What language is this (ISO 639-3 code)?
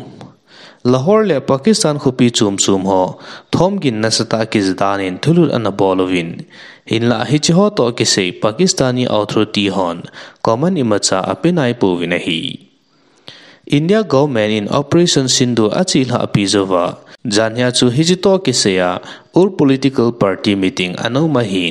tcz